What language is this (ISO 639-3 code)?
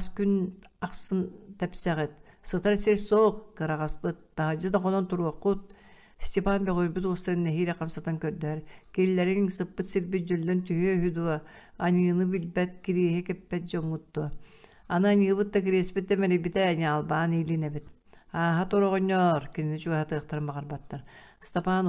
sah